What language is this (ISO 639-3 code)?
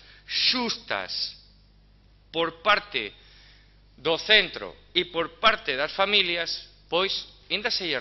glg